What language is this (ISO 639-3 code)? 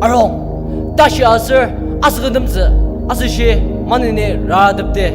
njo